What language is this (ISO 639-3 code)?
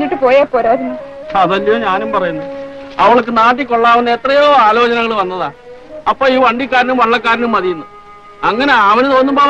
mal